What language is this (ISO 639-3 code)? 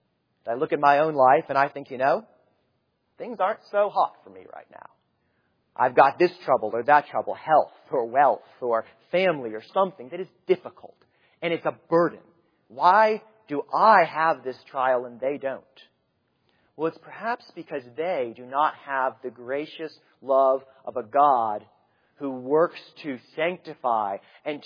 eng